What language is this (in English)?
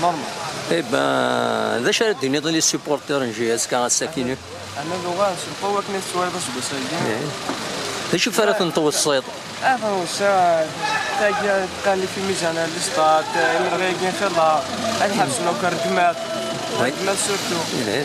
Kabyle